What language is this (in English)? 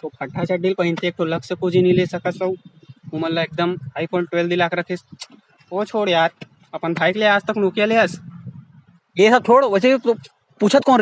Chhattisgarhi